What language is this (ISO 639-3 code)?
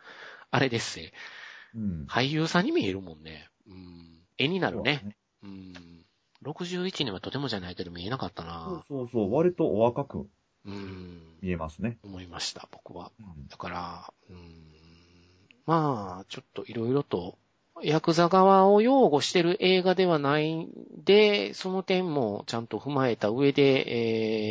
jpn